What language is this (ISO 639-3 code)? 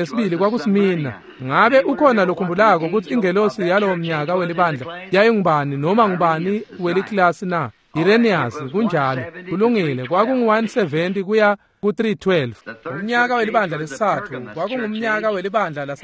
ssw